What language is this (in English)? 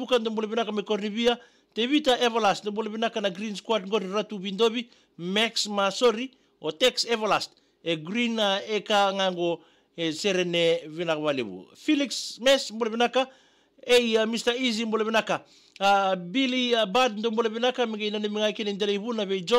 Fijian